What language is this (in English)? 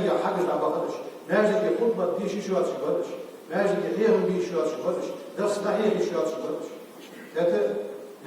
Ingush